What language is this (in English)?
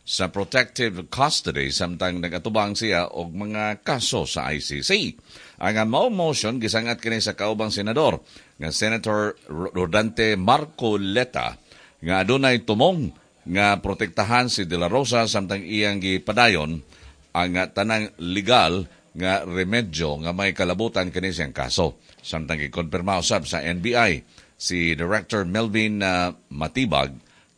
Cebuano